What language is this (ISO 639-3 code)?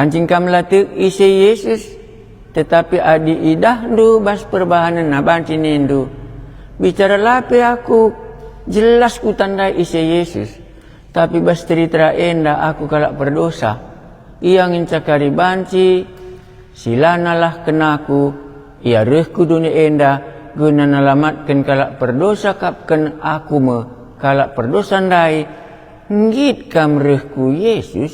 btx